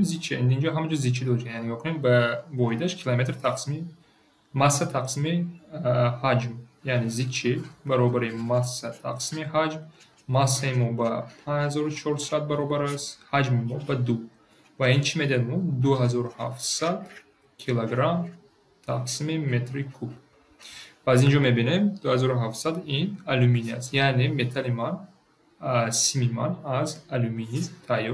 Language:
Tajik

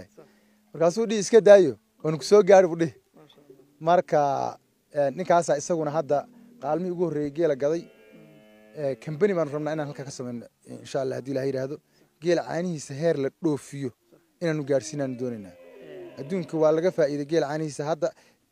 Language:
Somali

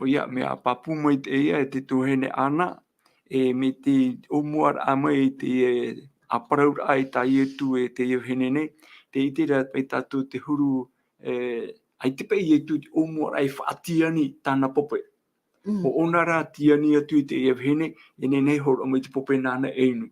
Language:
Tahitian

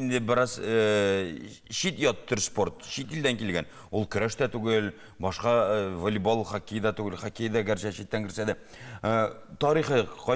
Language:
Tatar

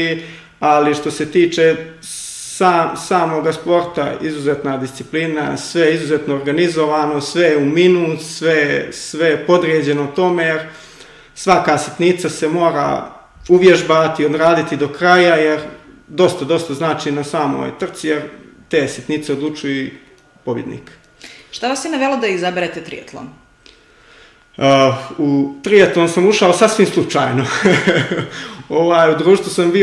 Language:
Serbian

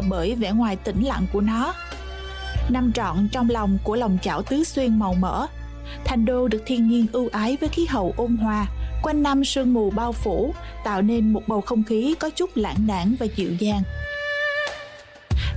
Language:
Vietnamese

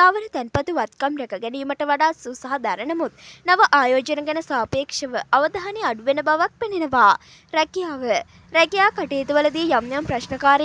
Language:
Sinhala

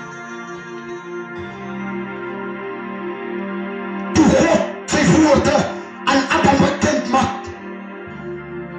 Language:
Afrikaans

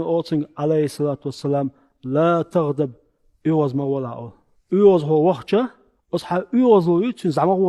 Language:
Chechen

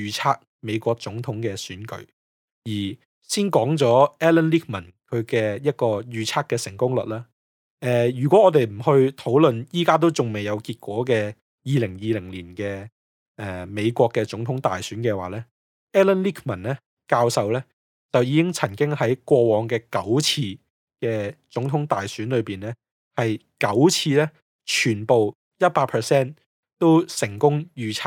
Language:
Cantonese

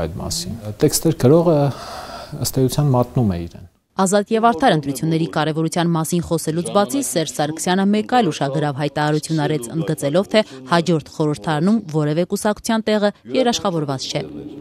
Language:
Armenian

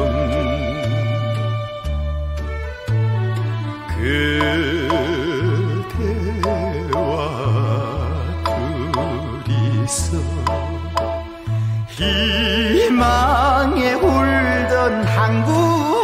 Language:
Korean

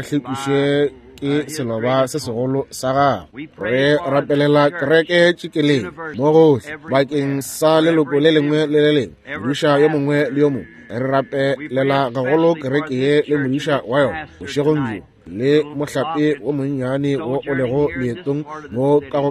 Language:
Northern Sotho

